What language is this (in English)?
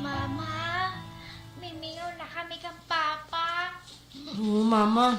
Waray